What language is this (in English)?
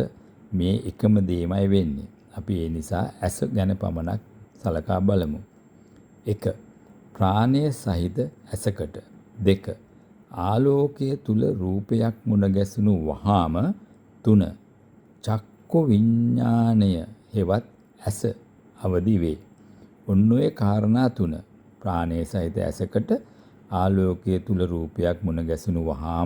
Sinhala